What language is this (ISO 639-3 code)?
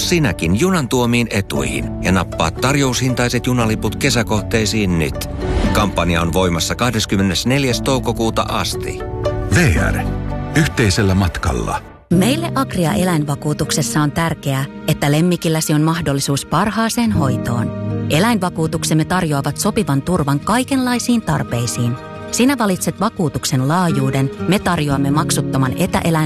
fin